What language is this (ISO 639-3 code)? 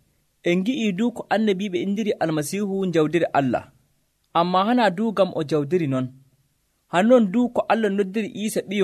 fuv